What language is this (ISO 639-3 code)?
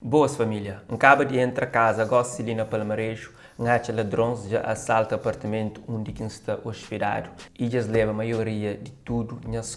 kea